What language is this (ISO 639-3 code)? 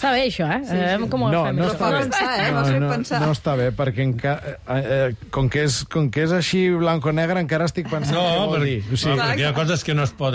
cat